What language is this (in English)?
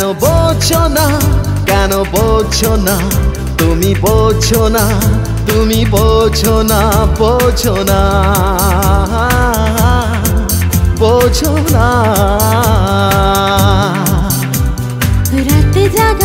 Bangla